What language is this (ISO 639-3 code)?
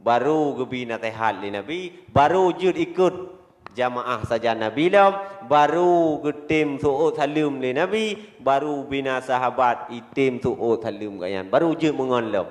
ace